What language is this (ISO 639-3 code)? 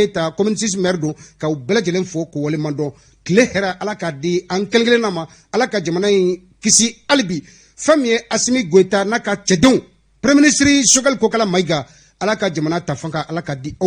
bam